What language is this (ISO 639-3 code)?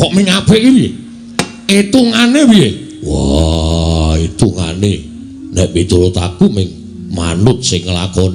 jav